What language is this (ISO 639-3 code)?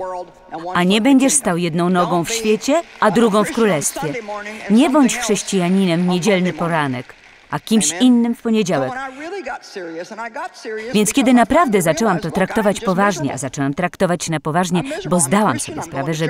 pol